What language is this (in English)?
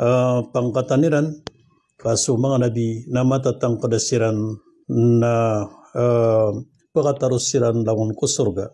Maranao